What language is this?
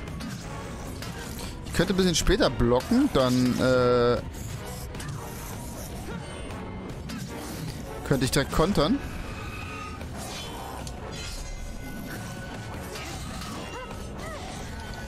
German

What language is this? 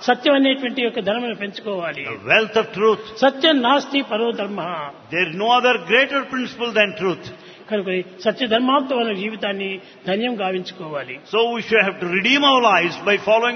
Telugu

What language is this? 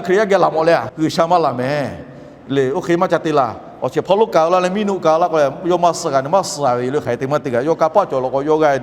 Lahu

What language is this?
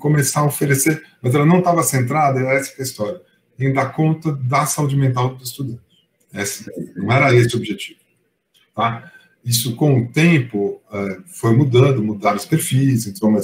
Portuguese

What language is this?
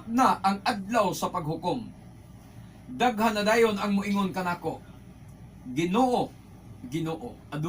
Cebuano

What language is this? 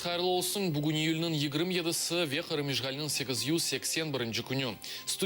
Crimean Tatar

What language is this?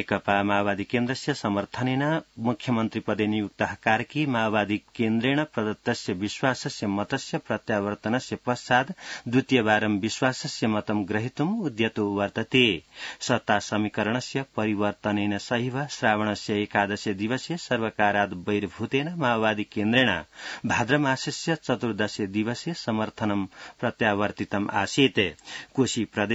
Sanskrit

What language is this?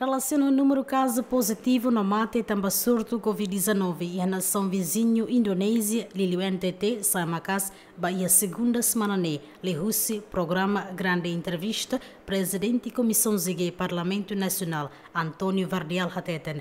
Tetum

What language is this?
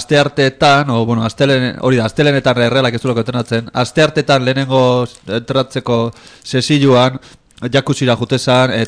Basque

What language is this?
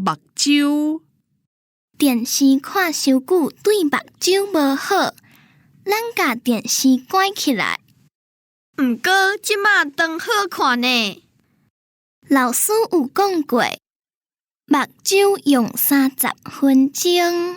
Min Nan Chinese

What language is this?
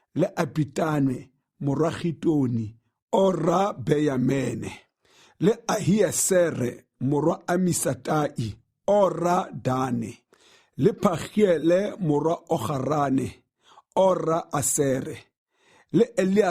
Tswana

